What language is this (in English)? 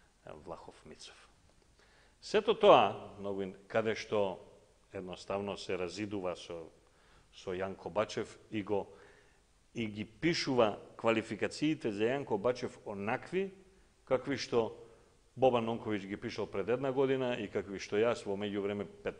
Macedonian